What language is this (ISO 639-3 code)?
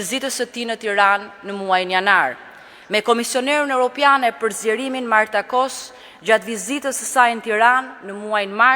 sqi